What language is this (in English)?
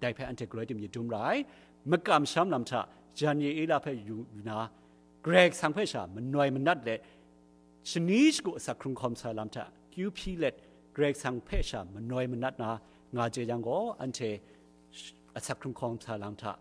Kachin